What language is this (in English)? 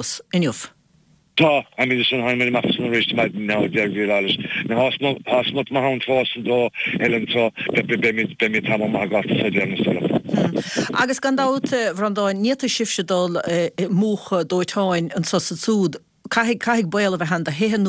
Irish